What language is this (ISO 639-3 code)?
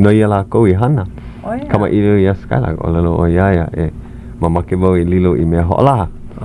haw